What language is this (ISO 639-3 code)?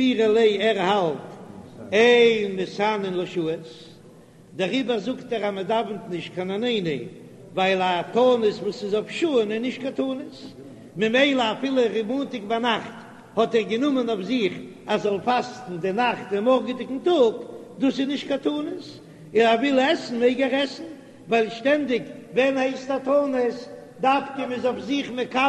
yid